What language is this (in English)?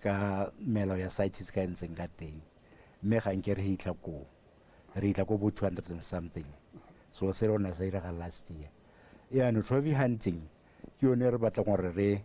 Tswana